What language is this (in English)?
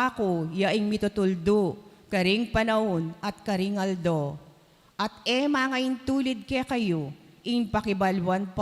Pampanga